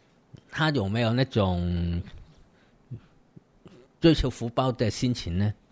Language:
Chinese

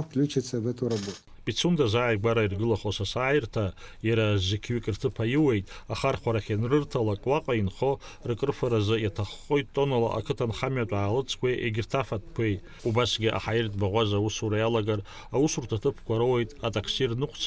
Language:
Abkhazian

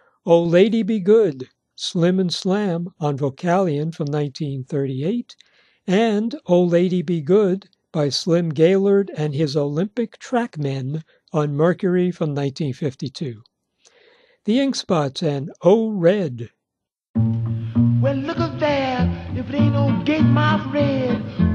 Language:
English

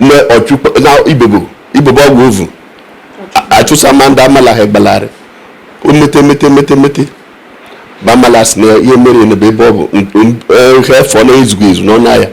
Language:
Igbo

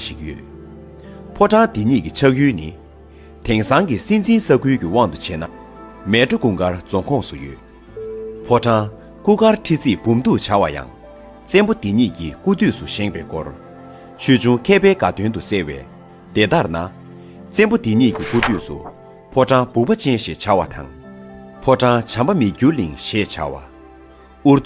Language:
Tibetan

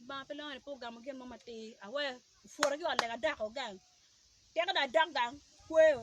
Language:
Acoli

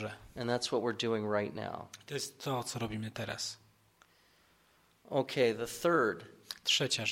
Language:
Polish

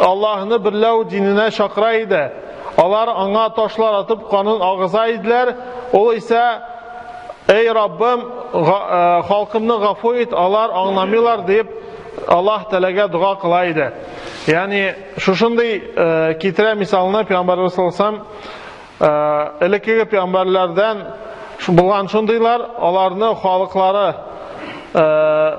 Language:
Tatar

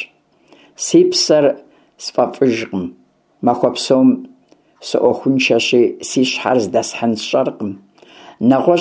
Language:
Kabardian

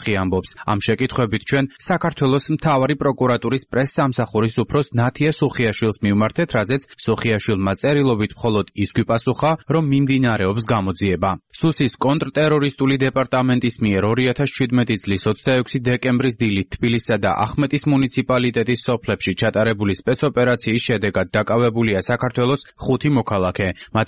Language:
Georgian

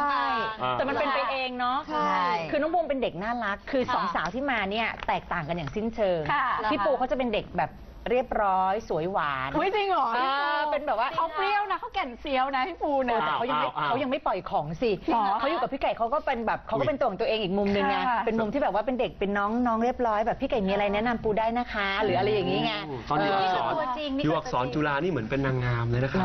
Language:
Thai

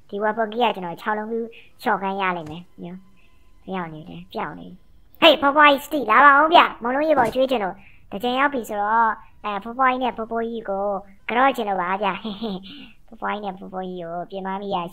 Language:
Burmese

